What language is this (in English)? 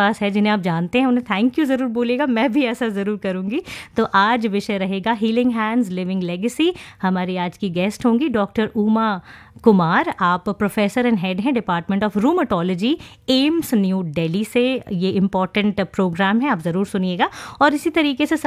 Hindi